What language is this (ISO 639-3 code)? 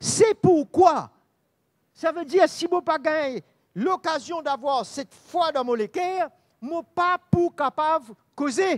mfe